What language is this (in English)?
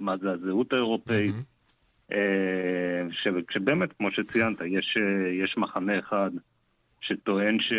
Hebrew